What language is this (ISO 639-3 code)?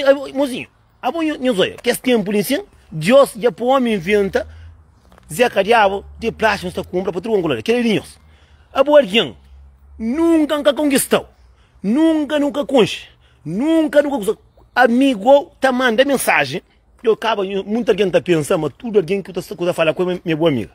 kea